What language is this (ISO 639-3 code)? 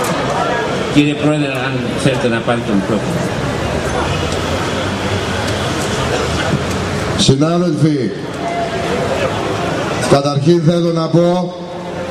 ell